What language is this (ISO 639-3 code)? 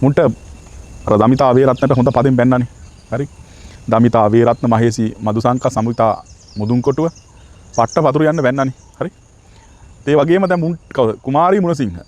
sin